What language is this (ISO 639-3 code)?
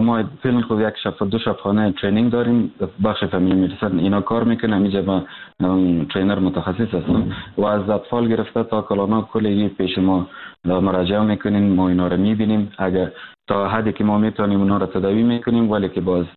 fas